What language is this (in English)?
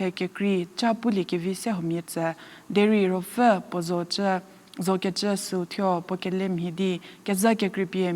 Angami Naga